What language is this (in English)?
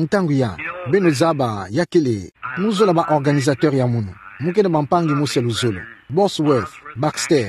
Kituba (Democratic Republic of Congo)